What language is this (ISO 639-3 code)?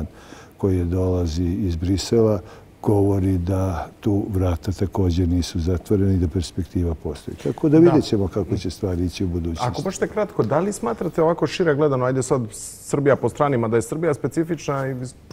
bos